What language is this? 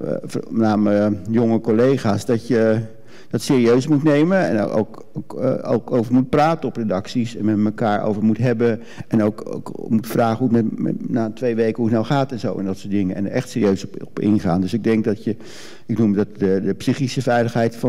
Dutch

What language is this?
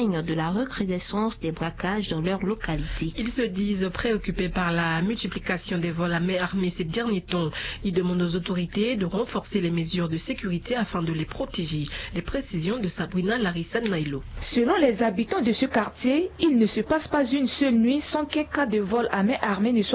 French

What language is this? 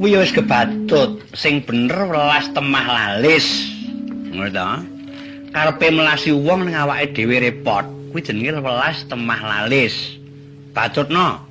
Javanese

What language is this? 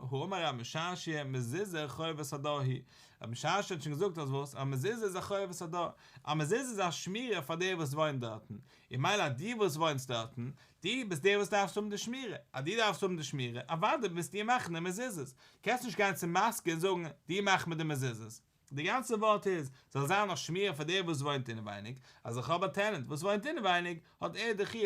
Yiddish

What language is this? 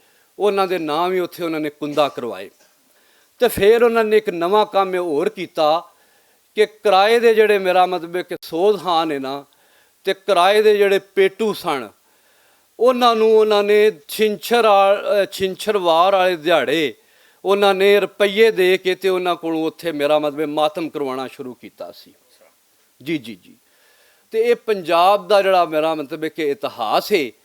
Western Panjabi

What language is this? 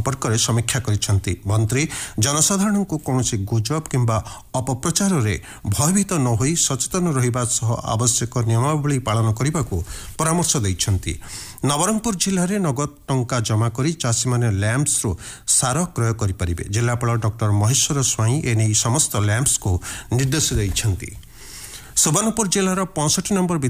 Odia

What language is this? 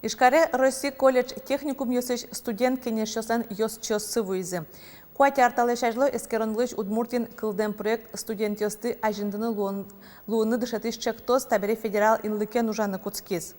Udmurt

